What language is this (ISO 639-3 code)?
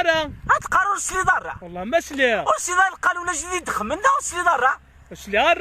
kab